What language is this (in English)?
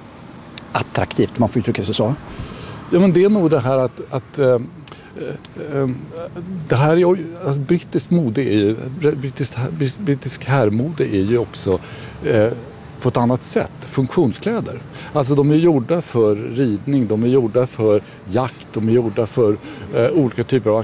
Swedish